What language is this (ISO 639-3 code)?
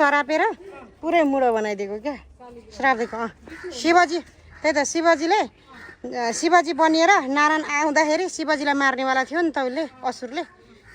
nep